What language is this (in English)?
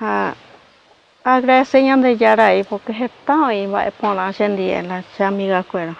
Guarani